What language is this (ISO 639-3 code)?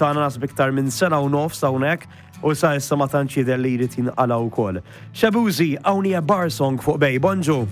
mlt